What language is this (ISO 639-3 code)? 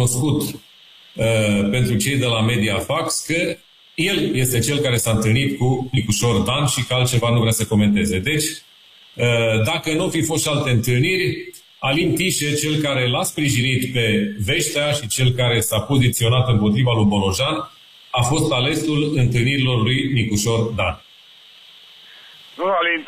ron